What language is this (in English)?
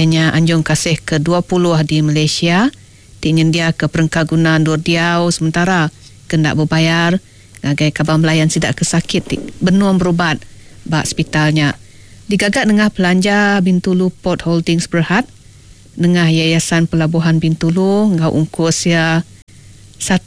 Iban